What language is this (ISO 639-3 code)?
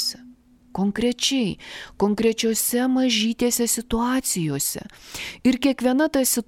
lit